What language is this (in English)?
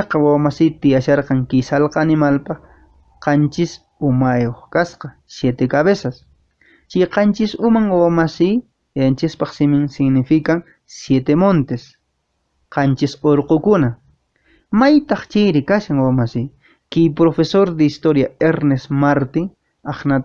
Quechua